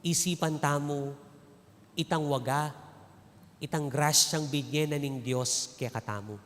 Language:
Pampanga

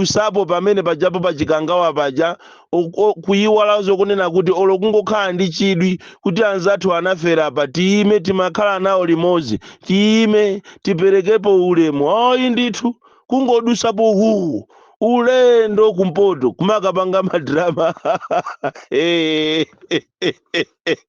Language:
Nyanja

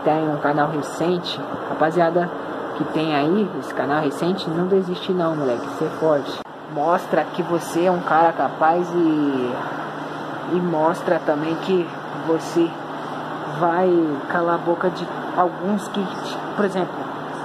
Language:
Portuguese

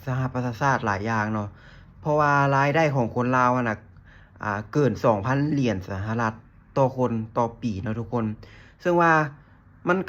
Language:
Lao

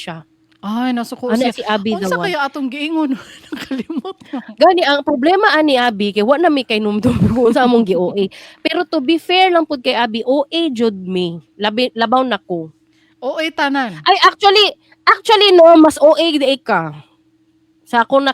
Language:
Cebuano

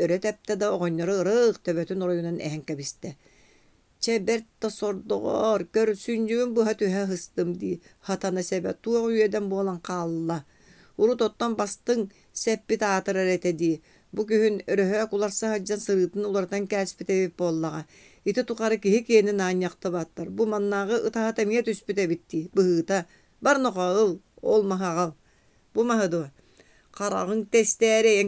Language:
Yakut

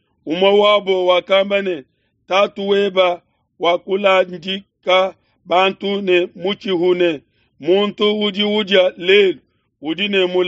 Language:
Luba-Lulua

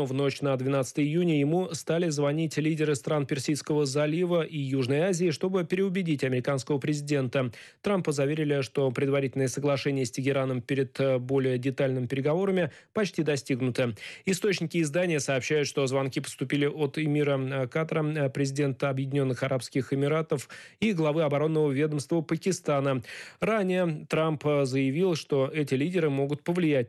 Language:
Russian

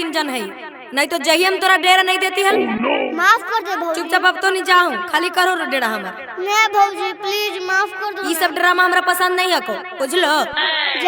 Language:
Magahi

